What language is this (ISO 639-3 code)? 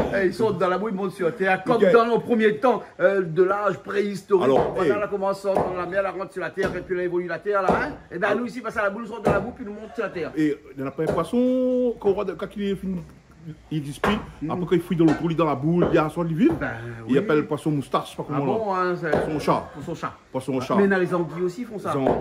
rcf